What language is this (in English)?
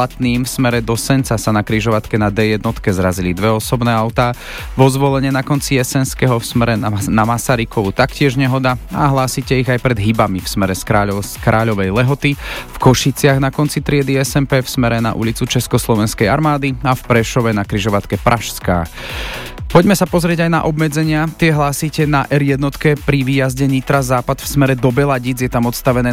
Slovak